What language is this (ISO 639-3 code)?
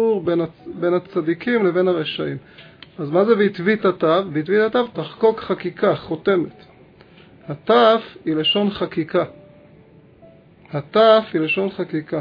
heb